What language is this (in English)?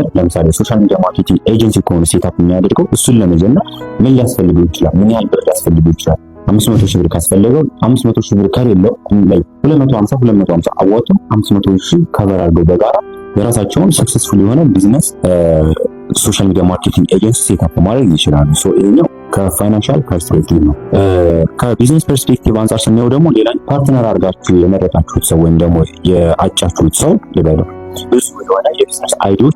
Amharic